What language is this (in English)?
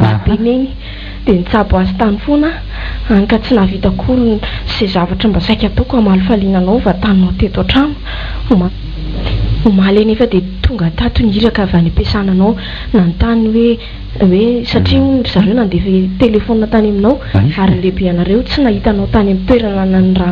Malagasy